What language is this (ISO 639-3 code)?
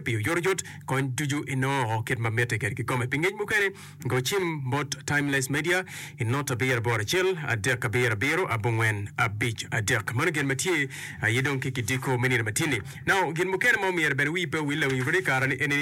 ach